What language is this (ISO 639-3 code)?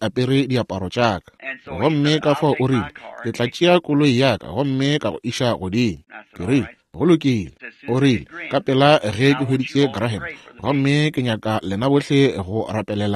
nso